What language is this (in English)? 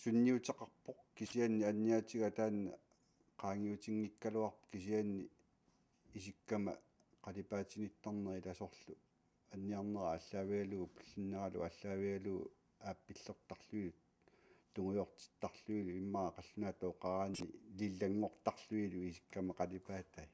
Kalaallisut